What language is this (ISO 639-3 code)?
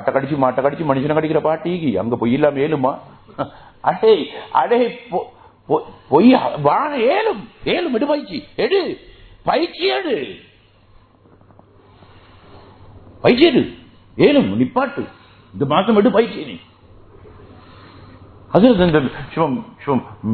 tam